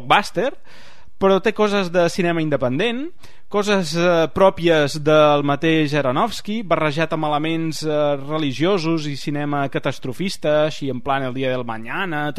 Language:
Catalan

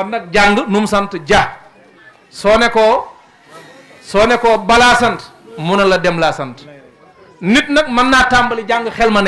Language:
Wolof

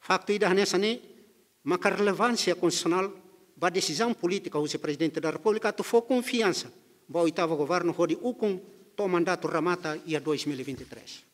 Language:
Tetum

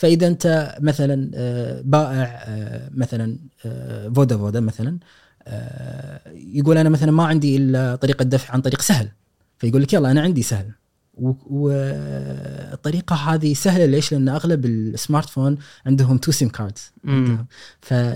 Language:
Gulf Arabic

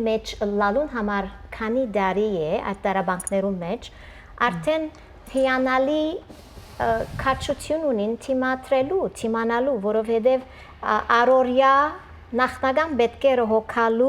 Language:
Western Armenian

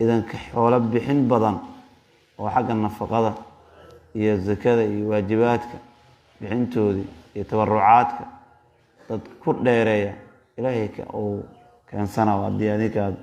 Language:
Somali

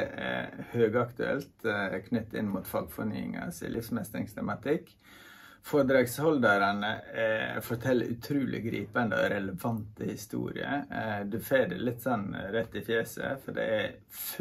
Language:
Norwegian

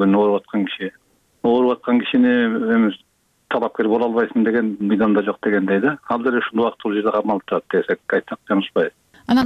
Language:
Kyrgyz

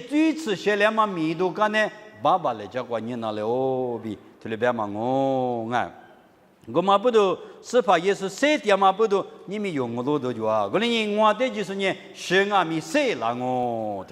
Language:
Lisu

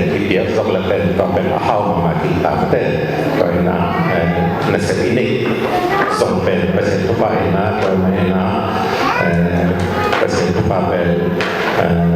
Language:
Tedim Chin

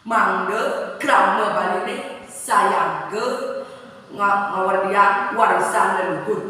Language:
Balinese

